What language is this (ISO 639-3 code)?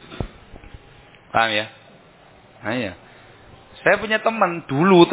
ind